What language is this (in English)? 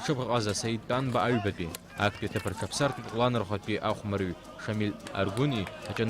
Abkhazian